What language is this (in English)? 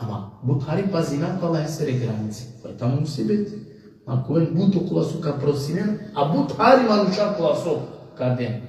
Balkan Romani